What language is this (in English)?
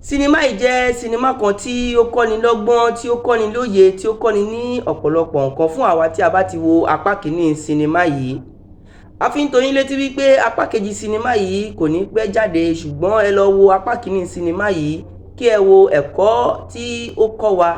Yoruba